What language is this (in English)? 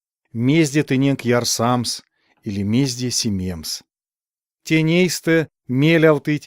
Erzya